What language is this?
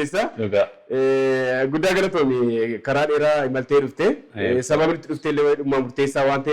Oromo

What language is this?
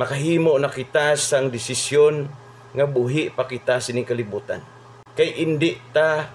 Hiligaynon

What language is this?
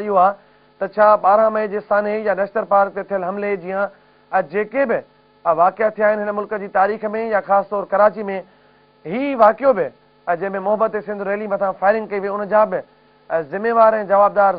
Sindhi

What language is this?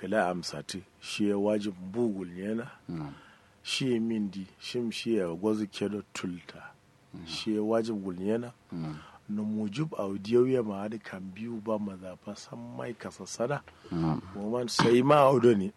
Kanuri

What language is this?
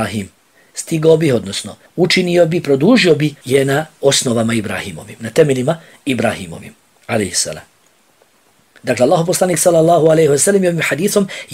Bosnian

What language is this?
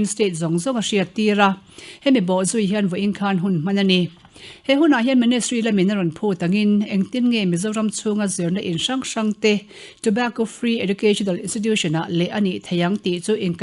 Mizo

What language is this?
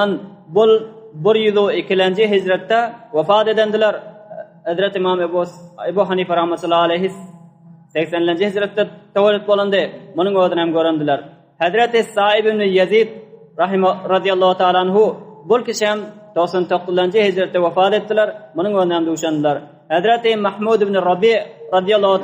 Turkmen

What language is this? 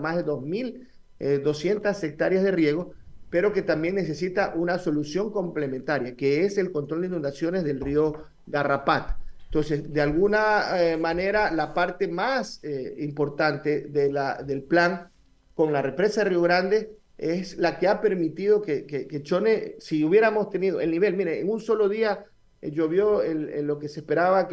Spanish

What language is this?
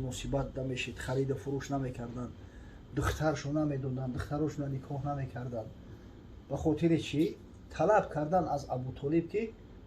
Tajik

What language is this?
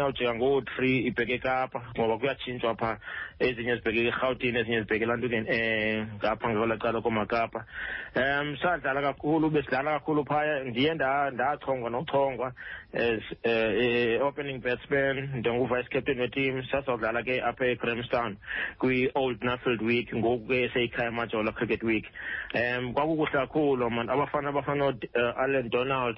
Xhosa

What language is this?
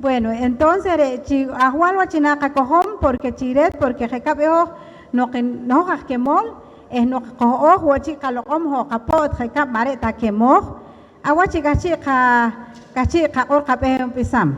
Poqomchi'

